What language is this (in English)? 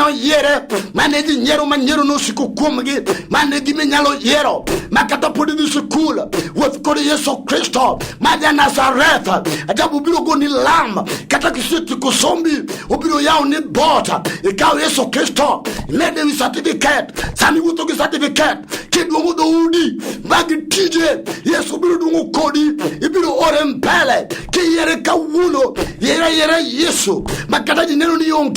Luo (Kenya and Tanzania)